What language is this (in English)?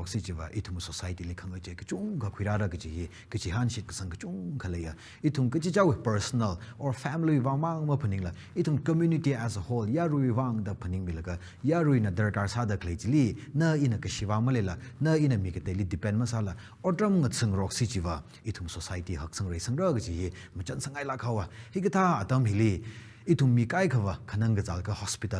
Tangkhul Naga (India)